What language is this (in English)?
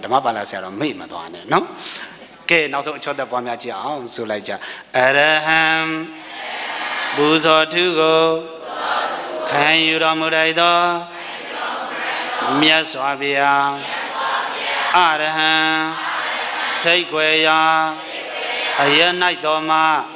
Burmese